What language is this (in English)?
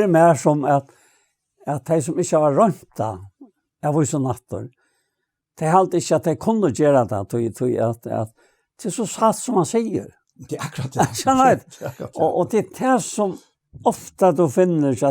Faroese